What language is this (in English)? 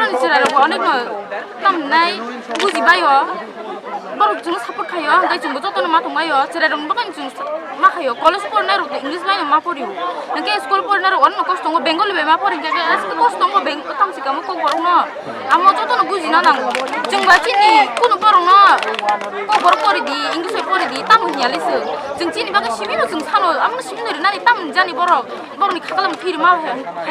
Kok Borok